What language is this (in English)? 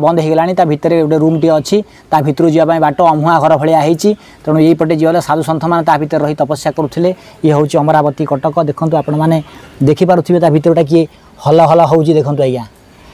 Odia